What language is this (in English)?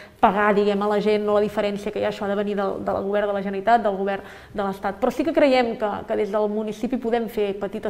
Catalan